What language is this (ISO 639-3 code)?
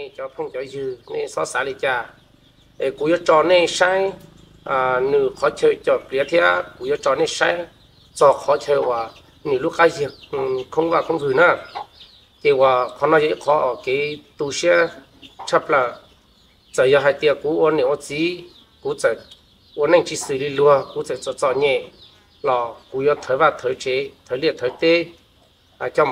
hmn